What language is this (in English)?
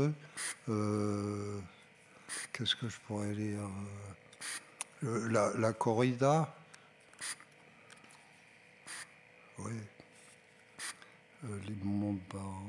French